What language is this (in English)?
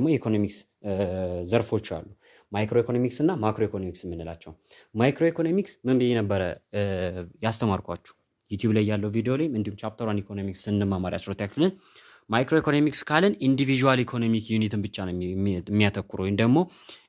Amharic